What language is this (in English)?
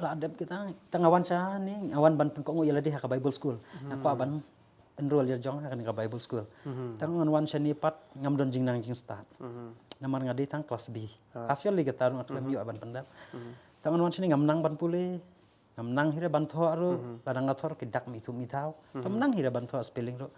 Khasi